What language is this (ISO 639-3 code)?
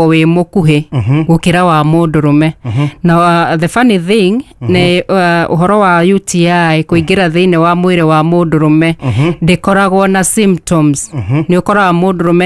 kik